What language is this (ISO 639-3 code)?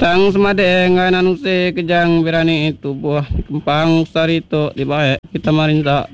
iba